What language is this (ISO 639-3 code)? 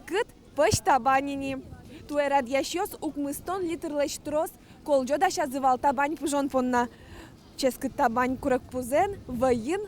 udm